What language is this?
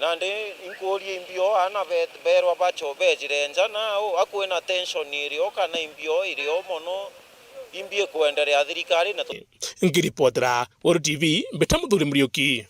Meru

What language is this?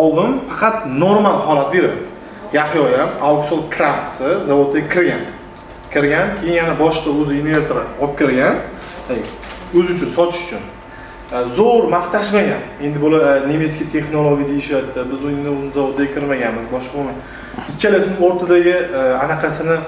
Uzbek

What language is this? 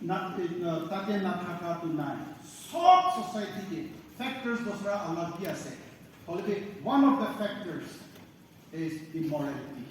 Naga Pidgin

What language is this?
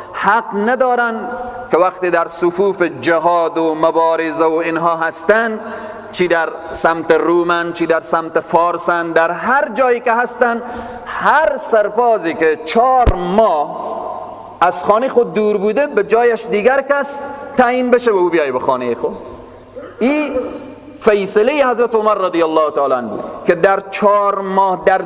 Persian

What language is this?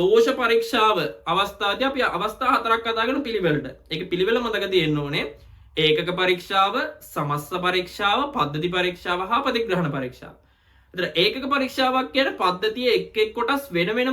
Sinhala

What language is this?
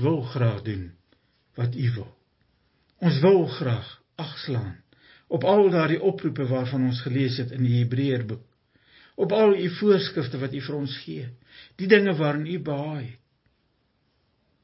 Afrikaans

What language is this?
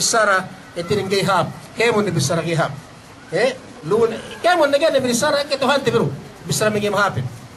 Yakan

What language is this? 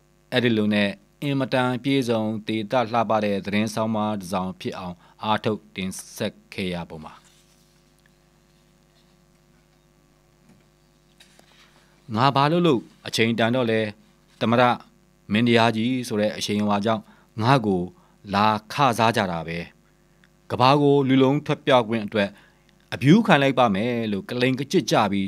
Burmese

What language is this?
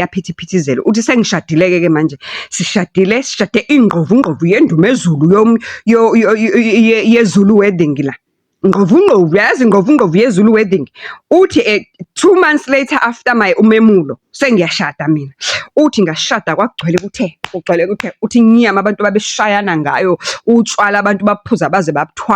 Zulu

